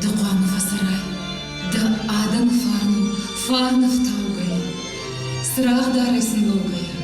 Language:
Ossetic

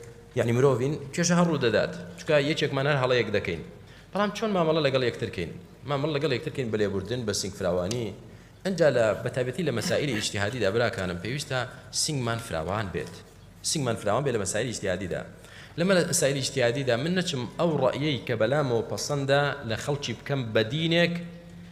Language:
Central Kurdish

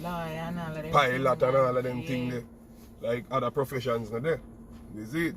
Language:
Jamaican Creole English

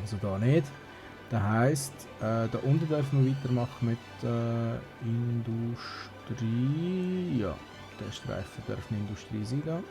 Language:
Swiss German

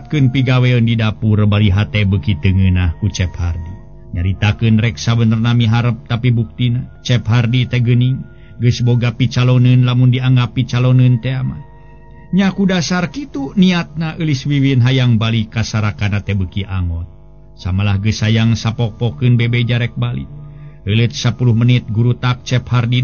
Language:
Sundanese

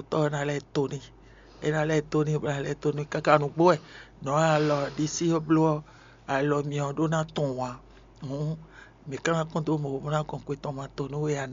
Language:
Fon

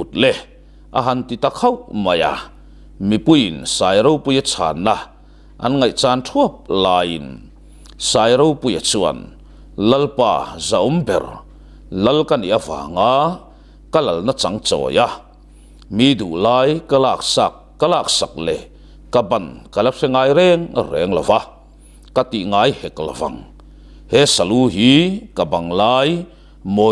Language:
Mizo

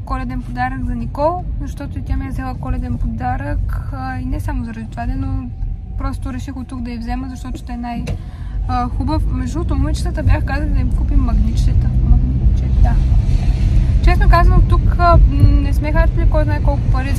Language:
Bulgarian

